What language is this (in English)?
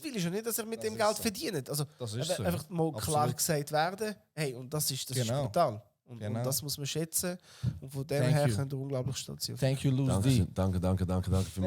Swiss German